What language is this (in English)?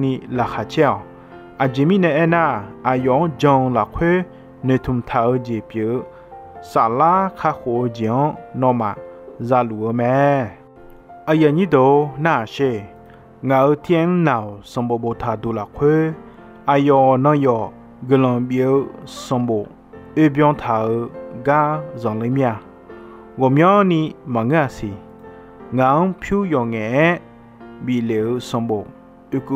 Akha